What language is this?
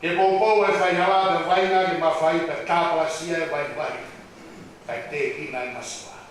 Tongan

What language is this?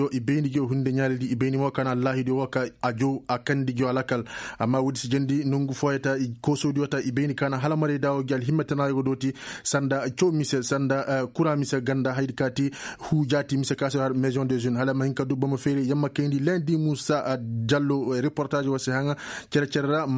Koyraboro Senni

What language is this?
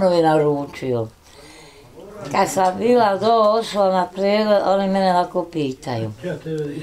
Bosnian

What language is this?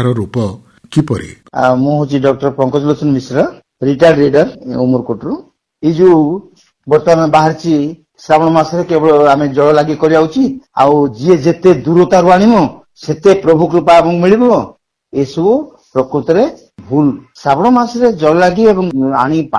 Odia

